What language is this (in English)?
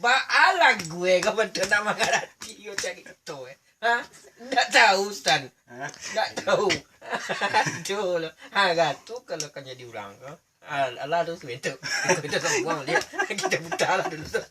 Minangkabau